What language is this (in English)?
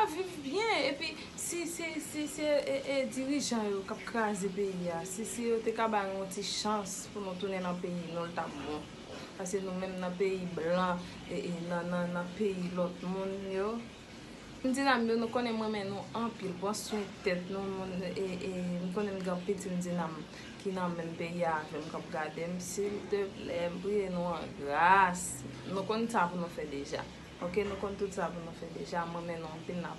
Haitian Creole